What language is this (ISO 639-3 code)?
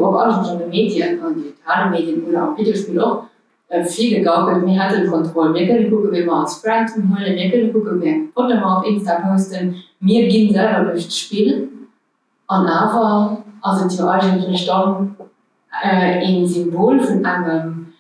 ltz